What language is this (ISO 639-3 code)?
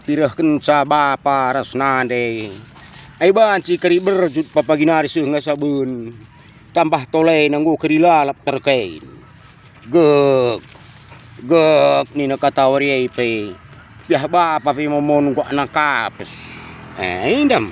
btx